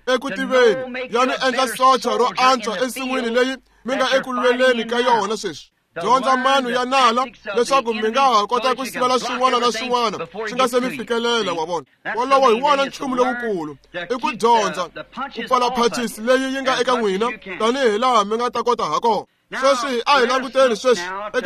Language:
Tsonga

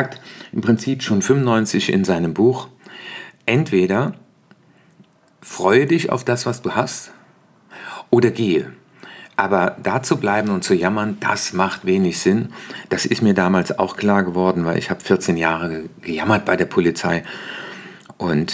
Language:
German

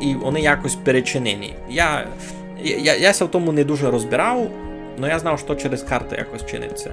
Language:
Rusyn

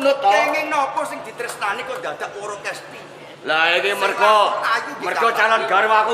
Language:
Javanese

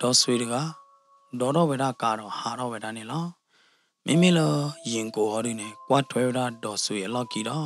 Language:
S'gaw Karen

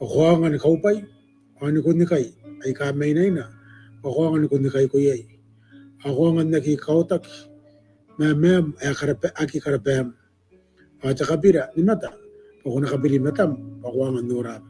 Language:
Gilbertese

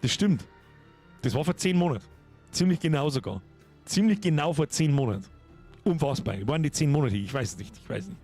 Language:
Bavarian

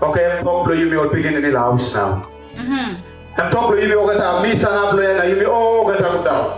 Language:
Tok Pisin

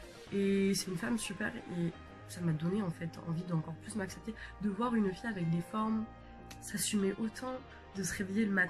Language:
French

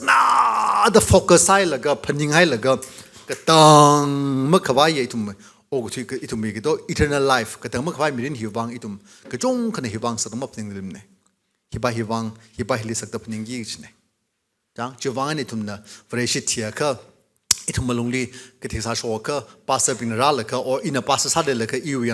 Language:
Tangkhul Naga (India)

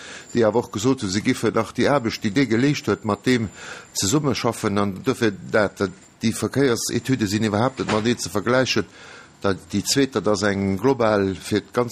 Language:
Luxembourgish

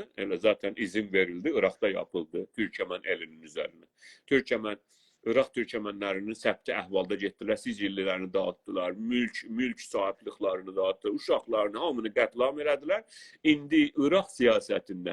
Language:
South Azerbaijani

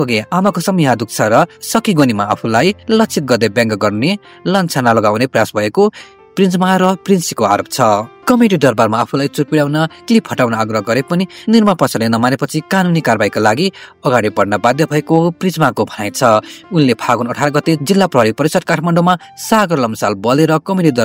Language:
Nepali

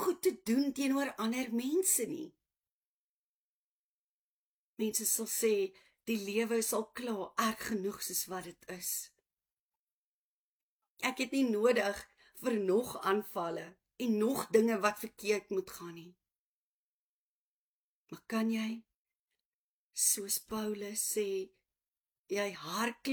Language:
Afrikaans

